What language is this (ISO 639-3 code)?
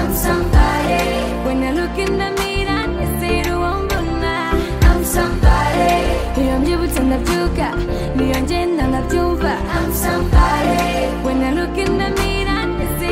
kin